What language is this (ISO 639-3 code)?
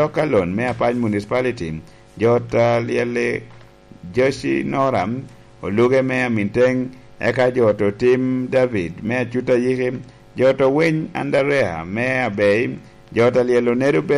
laj